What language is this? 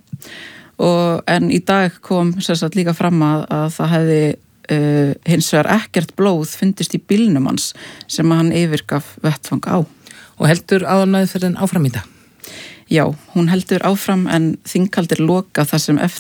Icelandic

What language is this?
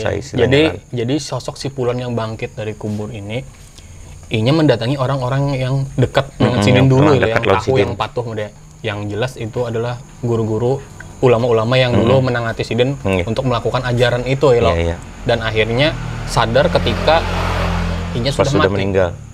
Banjar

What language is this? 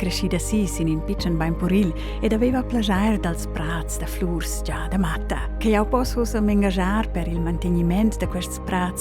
Romansh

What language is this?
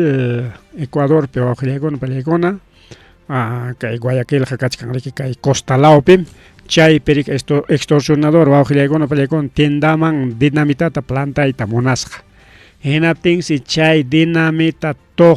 Ayacucho Quechua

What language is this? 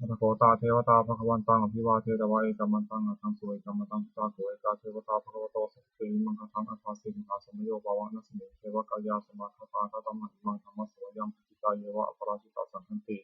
Pali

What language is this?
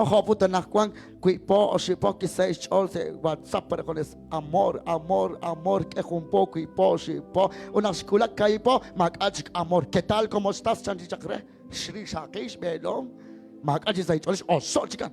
Kekchí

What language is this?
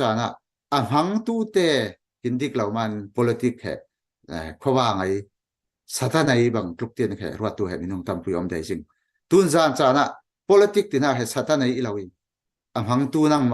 Falam Chin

